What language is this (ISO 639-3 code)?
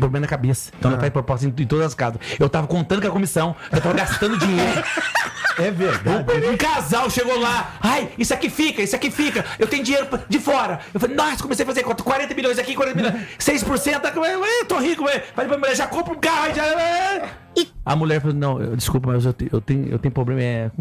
por